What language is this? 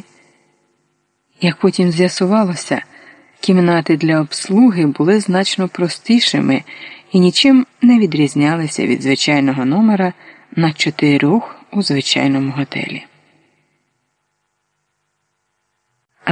Ukrainian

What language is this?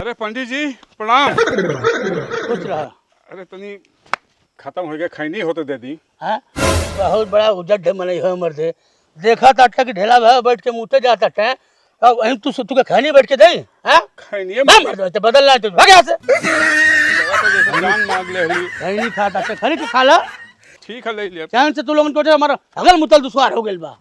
Bhojpuri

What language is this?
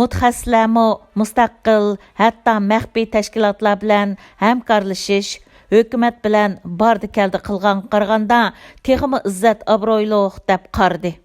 Uyghur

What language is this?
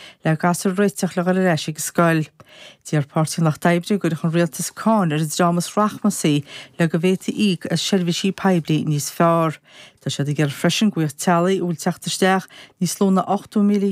Irish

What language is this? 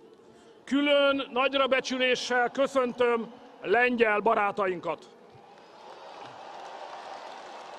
Hungarian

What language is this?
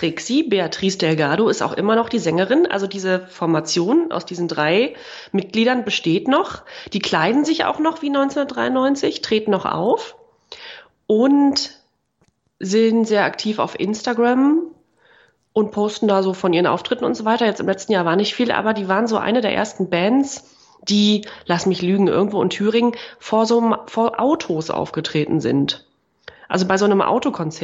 German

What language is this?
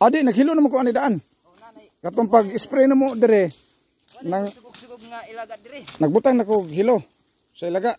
Cebuano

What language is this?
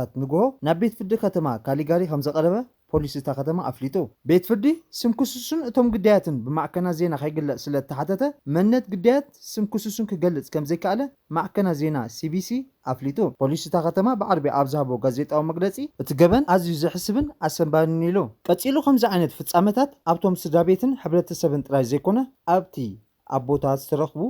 Tigrinya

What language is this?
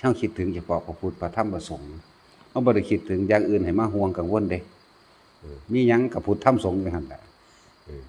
Lao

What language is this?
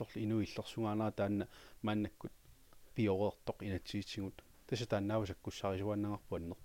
Kalaallisut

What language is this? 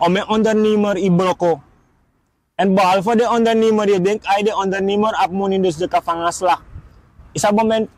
Sranan Tongo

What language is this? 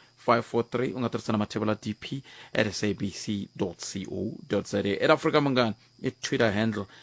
Tsonga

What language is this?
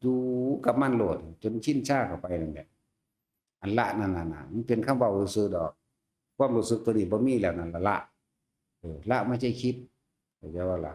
Northeastern Thai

